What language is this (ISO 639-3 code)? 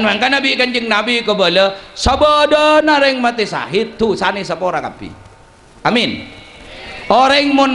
mad